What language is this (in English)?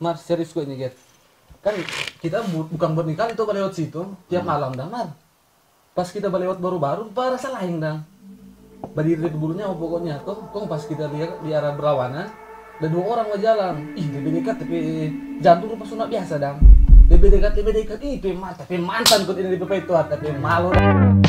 Manado Malay